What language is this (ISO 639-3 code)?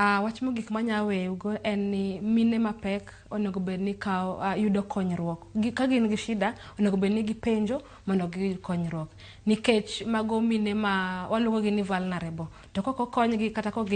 luo